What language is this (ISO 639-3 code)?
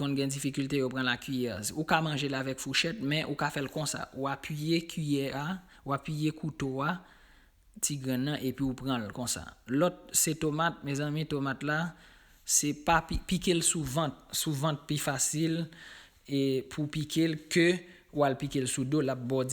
hat